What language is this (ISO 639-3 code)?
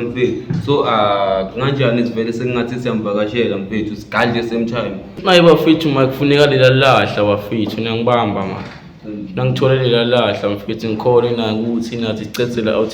zul